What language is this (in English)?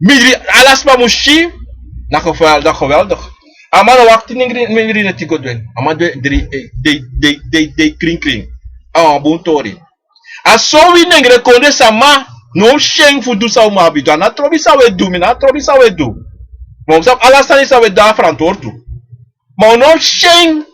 Sranan Tongo